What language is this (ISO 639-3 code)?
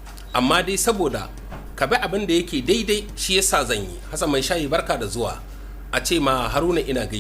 hau